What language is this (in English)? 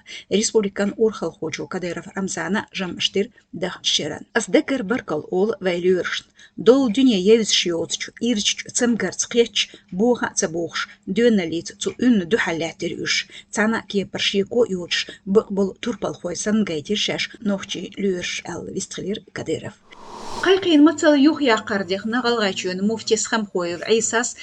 Chechen